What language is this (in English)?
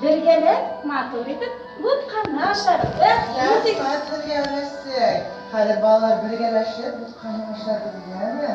Bashkir